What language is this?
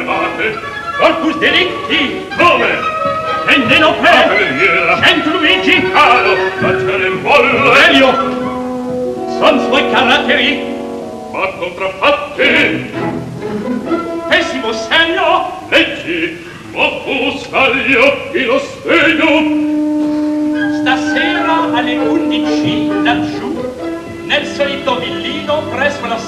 Italian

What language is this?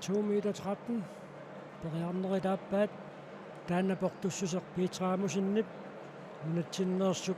Kalaallisut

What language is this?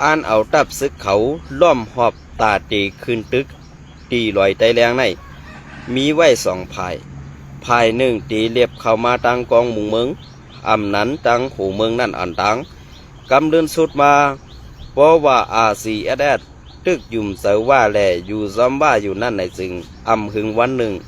Shan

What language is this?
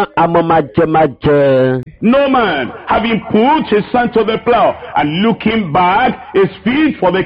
Ewe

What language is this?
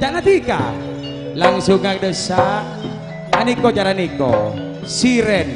Madurese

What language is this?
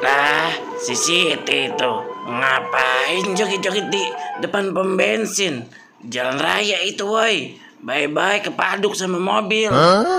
Betawi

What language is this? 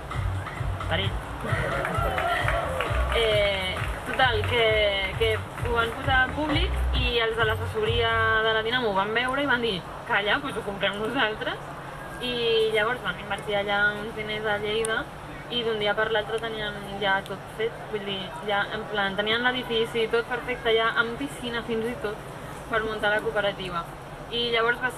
Catalan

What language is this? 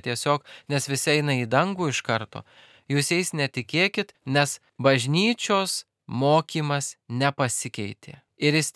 Lithuanian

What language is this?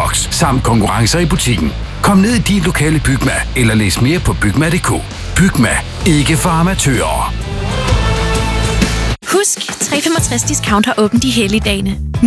Danish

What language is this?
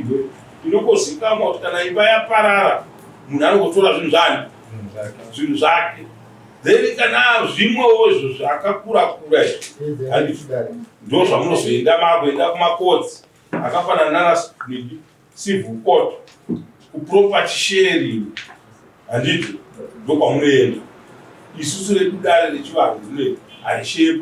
Shona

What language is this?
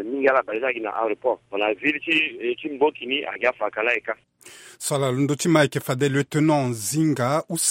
Sango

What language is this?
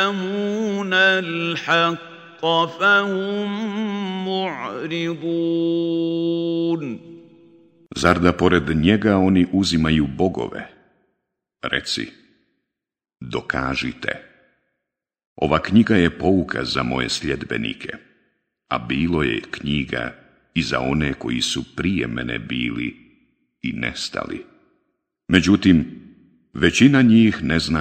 Bosnian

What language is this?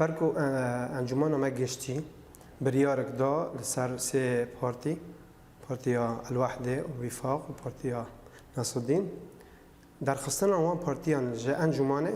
Kurdish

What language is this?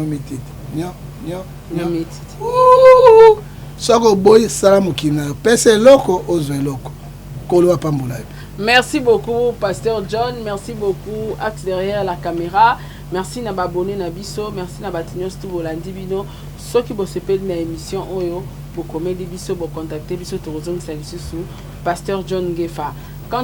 Lingala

